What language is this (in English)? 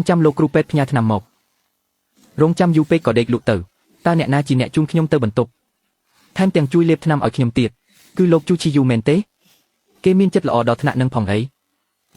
Khmer